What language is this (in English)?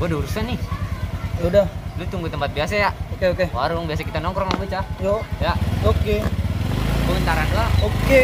Betawi